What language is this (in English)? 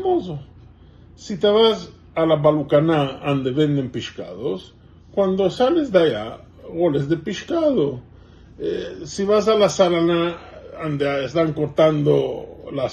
Ladino